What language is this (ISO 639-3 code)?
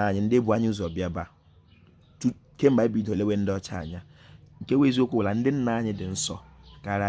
ibo